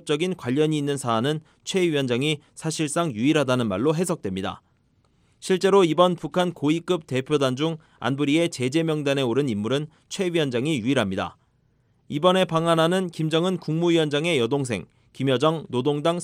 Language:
Korean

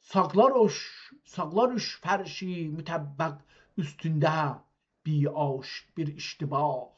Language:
South Azerbaijani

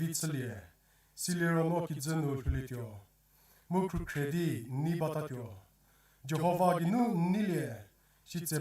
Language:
Angami Naga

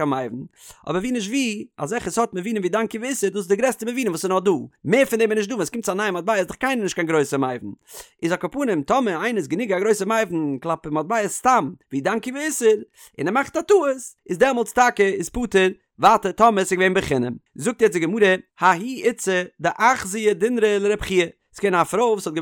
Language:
Yiddish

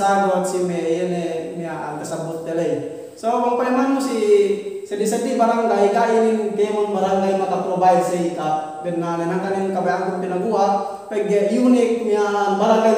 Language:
Yakan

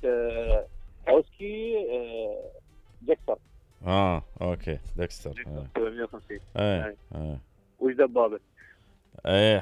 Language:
Mesopotamian Arabic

